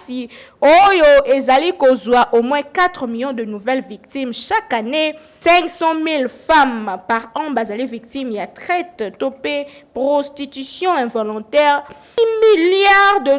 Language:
Lingala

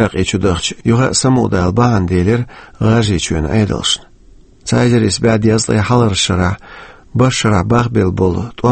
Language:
Chechen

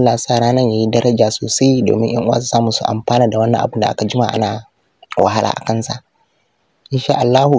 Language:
Hausa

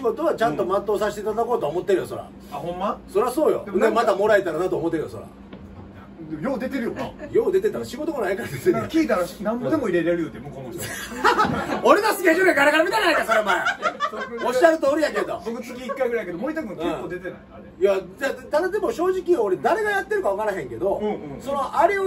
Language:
Japanese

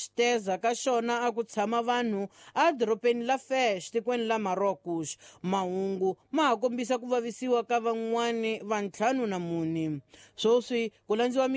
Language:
Tsonga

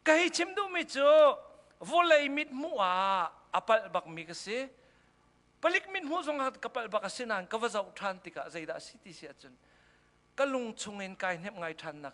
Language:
Hakha Chin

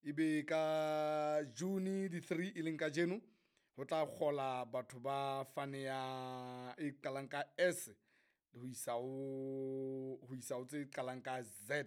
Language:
Southern Sotho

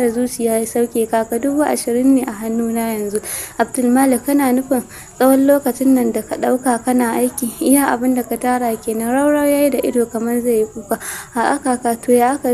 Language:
Hausa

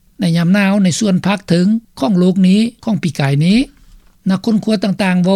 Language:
Lao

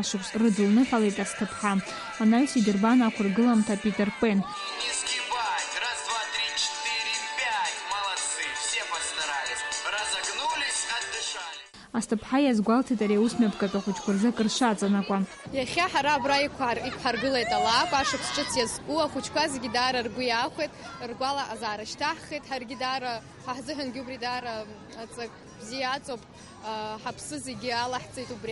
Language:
Abkhazian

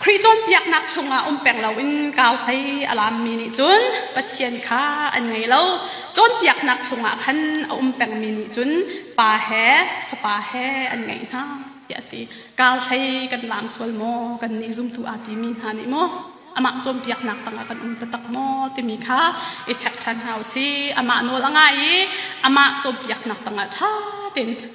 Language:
Hakha Chin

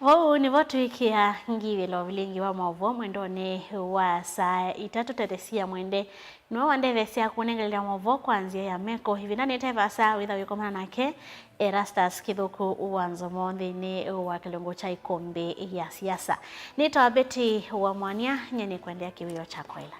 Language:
Kamba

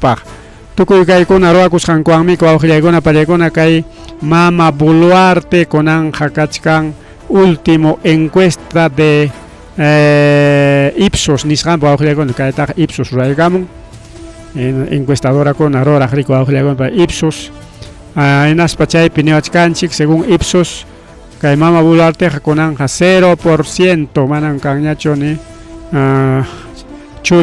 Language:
Ayacucho Quechua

